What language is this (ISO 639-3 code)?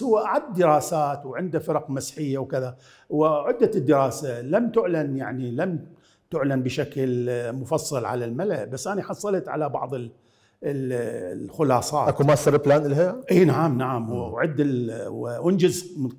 acm